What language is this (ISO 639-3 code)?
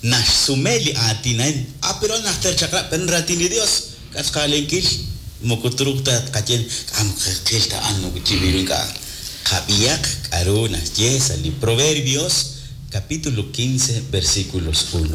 kek